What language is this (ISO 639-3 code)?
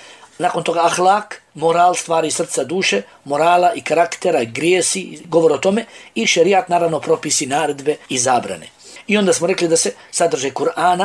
bos